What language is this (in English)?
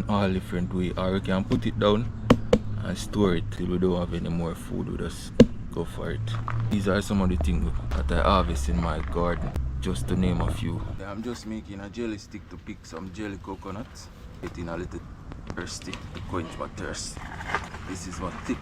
Jamaican Creole English